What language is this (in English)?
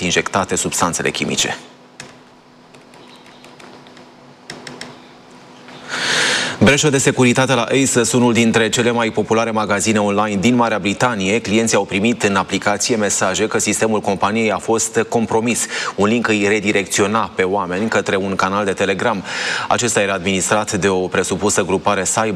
Romanian